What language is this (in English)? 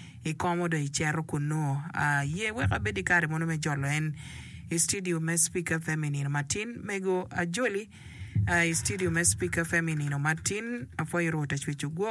Acoli